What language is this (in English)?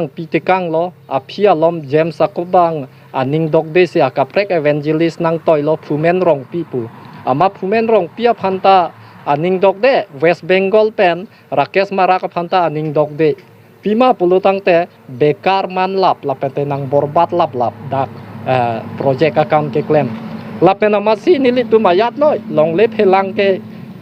Karbi